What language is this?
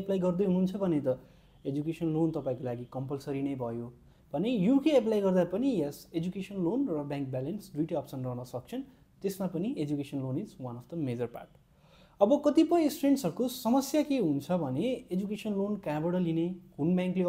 Nepali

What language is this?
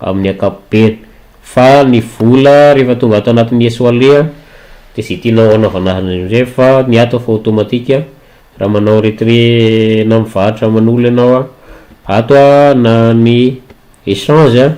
Malagasy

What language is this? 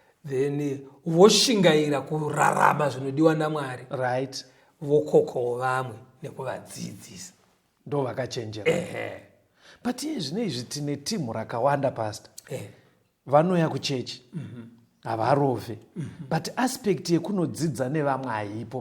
Shona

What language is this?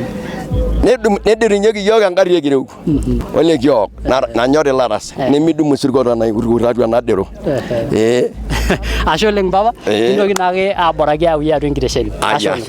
Masai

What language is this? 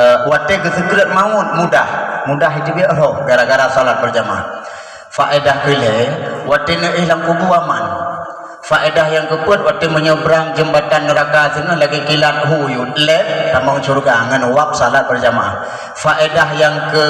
Achinese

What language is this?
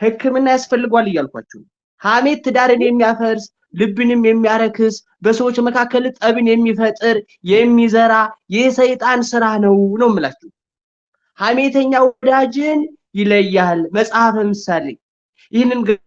Amharic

